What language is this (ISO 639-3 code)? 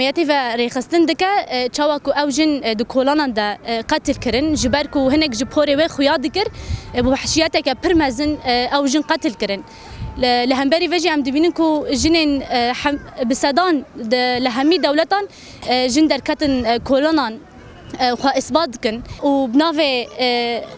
kur